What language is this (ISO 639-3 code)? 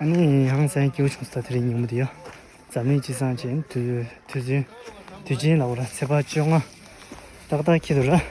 bod